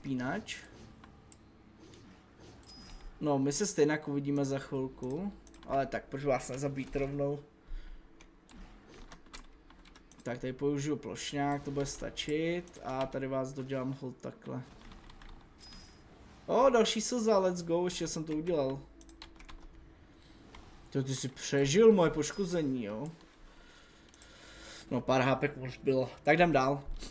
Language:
Czech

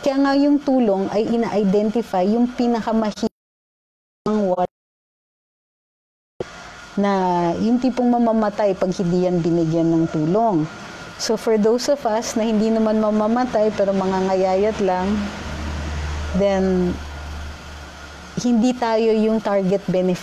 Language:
Filipino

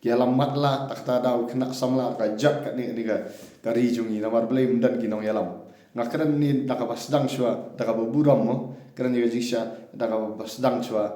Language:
Khasi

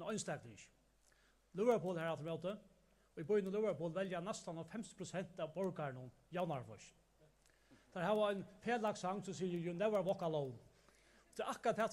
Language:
Faroese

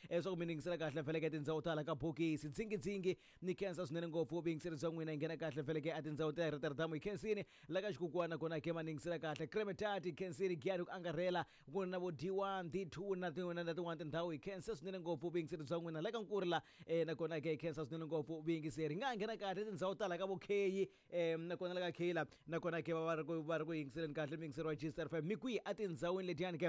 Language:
Tsonga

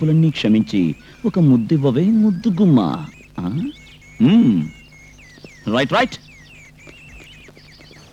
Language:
Telugu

